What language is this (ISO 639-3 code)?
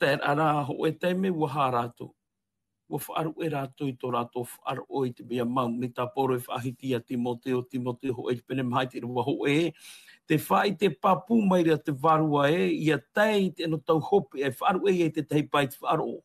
tah